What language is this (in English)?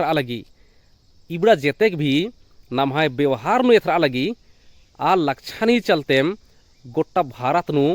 Kurukh